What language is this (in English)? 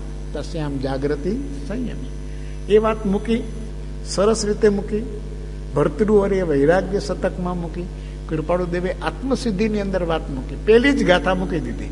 Gujarati